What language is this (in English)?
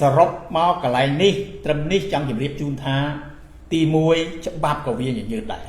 Khmer